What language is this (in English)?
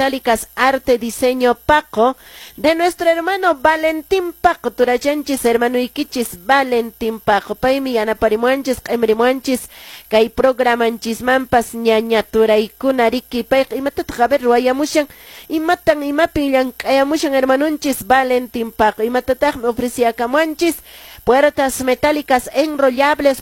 Quechua